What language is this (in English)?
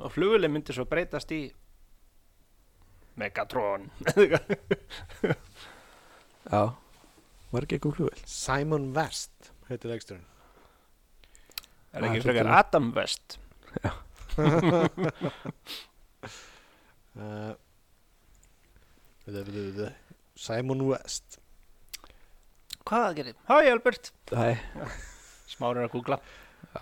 Icelandic